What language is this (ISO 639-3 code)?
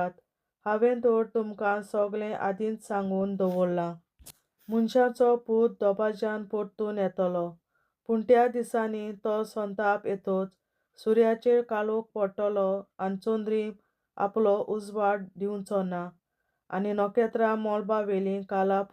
kok